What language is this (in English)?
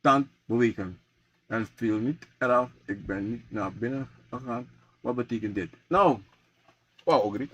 Sranan Tongo